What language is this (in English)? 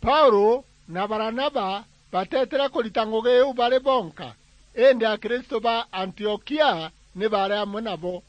Meru